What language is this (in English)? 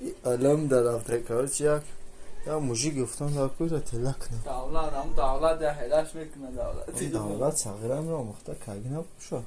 Tajik